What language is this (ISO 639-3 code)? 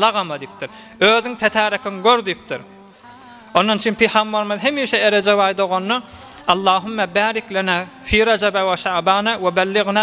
tuk